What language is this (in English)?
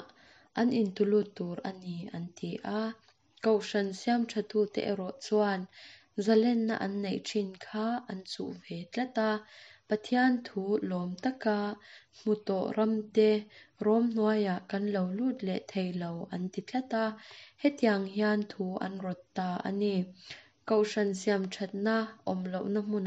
Mizo